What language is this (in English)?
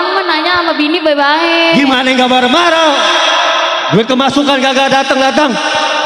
Betawi